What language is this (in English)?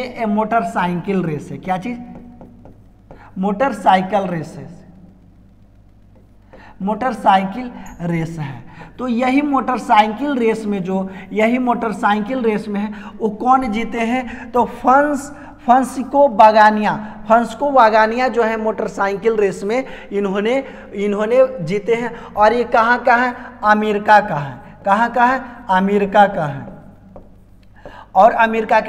Hindi